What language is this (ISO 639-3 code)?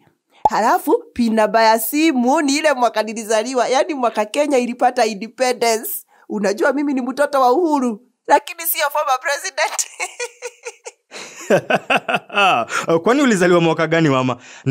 swa